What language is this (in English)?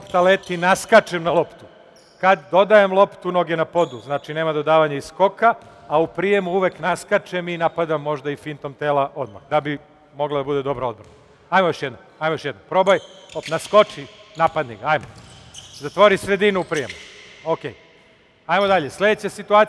Serbian